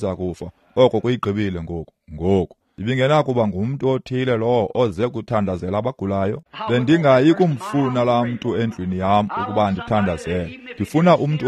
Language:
Xhosa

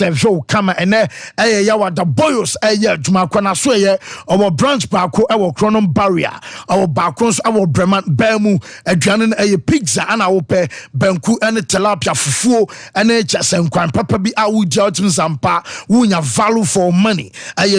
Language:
Akan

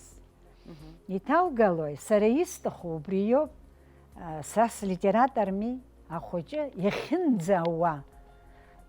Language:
Abkhazian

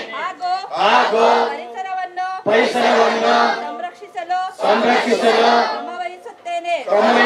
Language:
Kannada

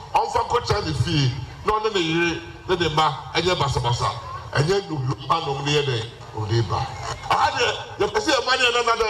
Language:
Akan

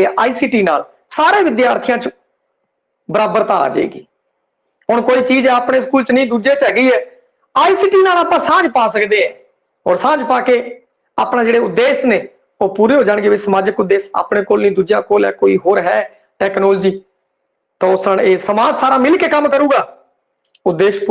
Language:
Punjabi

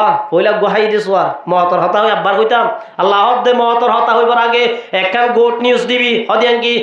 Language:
Rohingya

